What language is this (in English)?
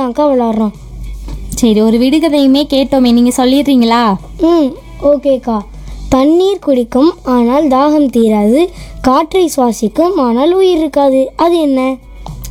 Tamil